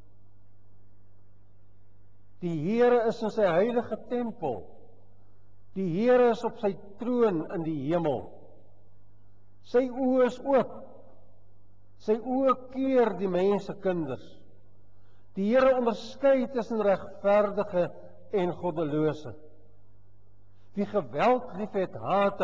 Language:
Afrikaans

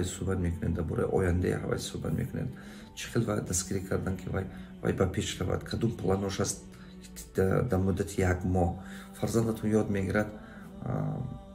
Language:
Tajik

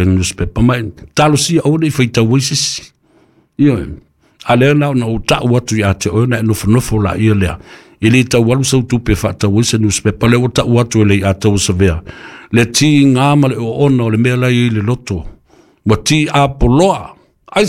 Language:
Samoan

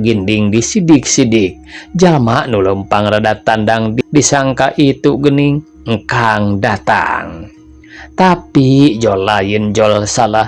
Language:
Sundanese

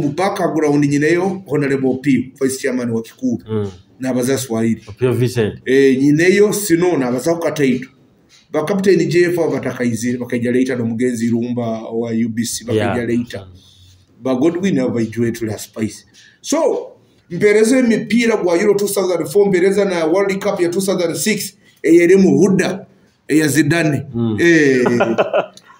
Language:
Nyoro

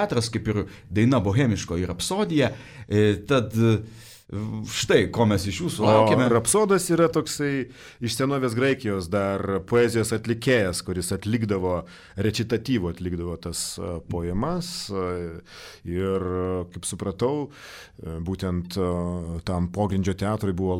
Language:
Lithuanian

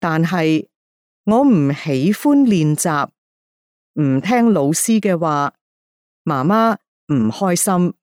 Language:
Cantonese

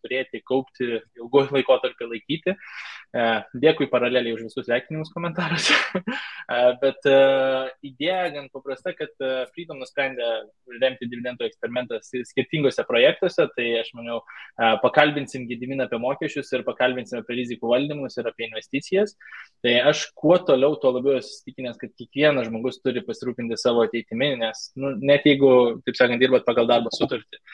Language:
Lithuanian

